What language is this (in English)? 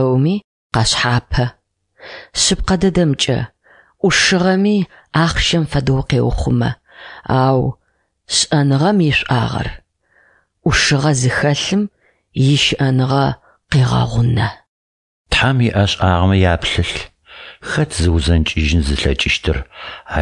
Adyghe